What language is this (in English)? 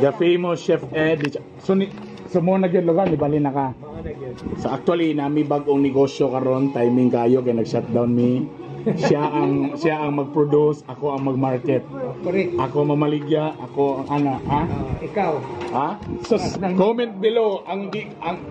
Cebuano